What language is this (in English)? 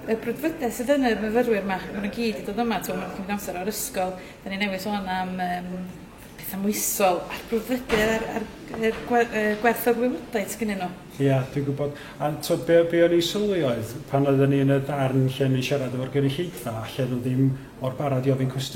Welsh